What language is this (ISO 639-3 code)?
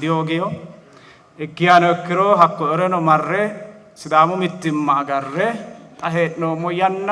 sid